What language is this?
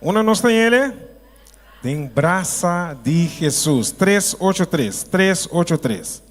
Papiamento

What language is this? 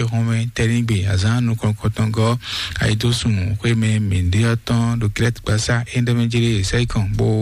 Fon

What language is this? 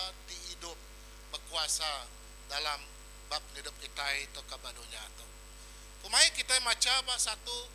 Iban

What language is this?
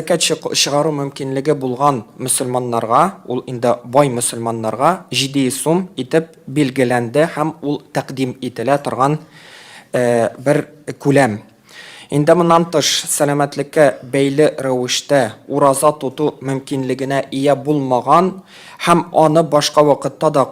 Tatar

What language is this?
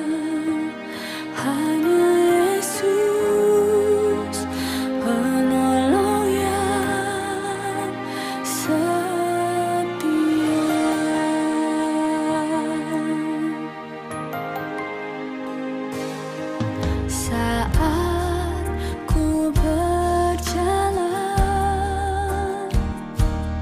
Indonesian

